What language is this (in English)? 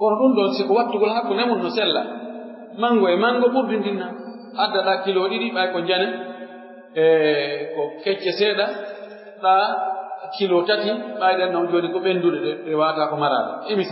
Pular